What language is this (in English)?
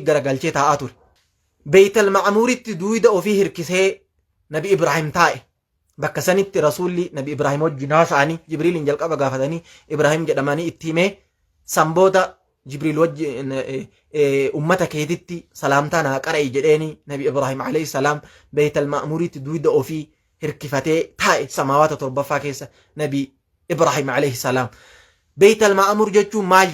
Oromo